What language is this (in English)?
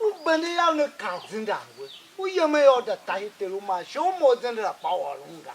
Tiv